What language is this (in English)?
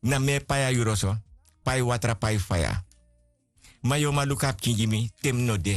Sranan Tongo